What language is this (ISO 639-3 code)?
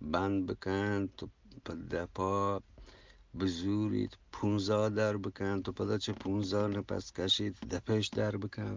bgp